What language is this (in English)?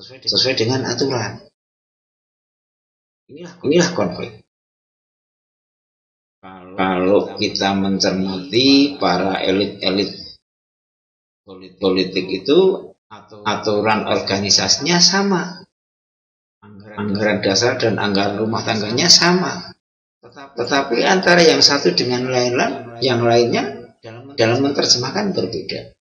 Indonesian